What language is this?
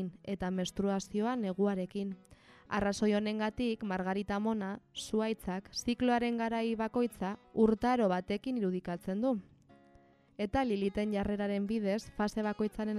Basque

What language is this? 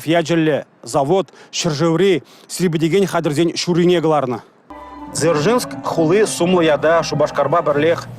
Chuvash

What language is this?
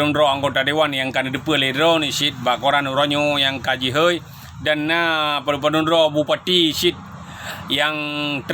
Achinese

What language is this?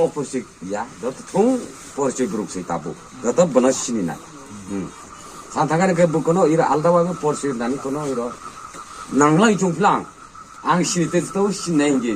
Kok Borok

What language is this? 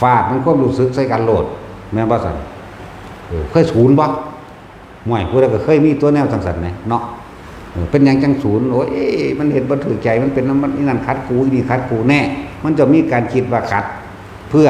Northeastern Thai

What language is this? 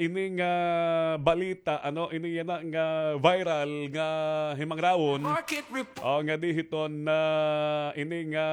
Waray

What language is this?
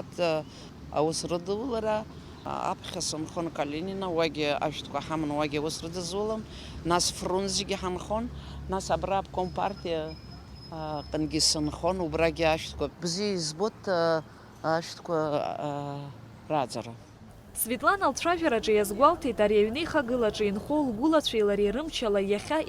Abkhazian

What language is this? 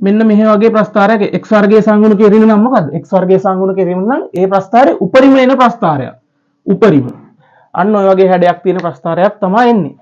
Sinhala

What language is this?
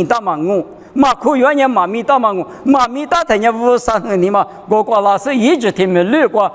Lisu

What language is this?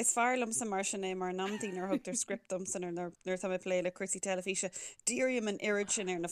Irish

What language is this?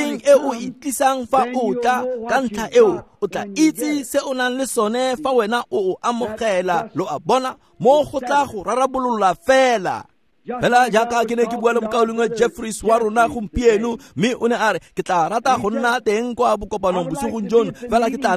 Tswana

